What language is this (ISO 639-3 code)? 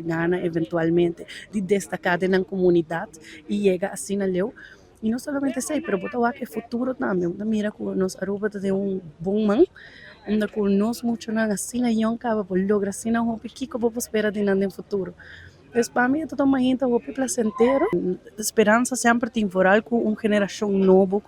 pap